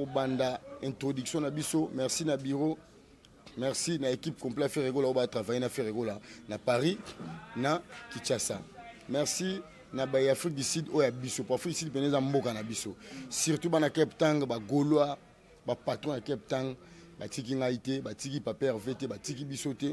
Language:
Lingala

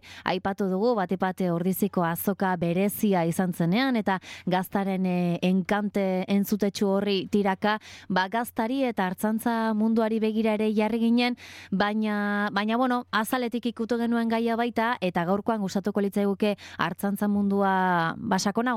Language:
Basque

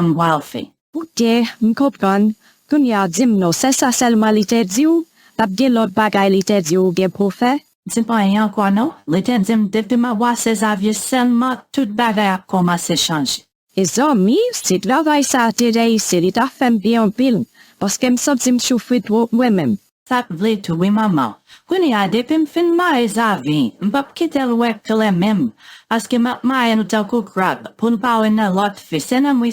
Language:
Haitian Creole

